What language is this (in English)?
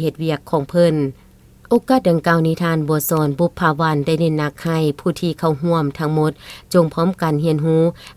Lao